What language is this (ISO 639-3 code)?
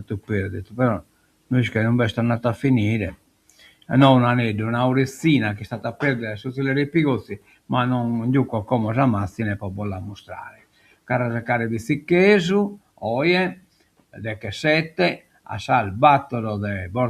srd